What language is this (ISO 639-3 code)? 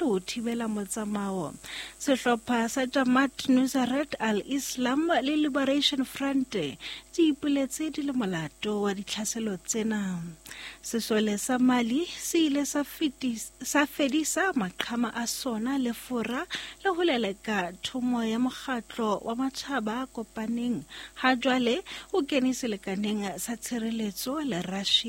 sot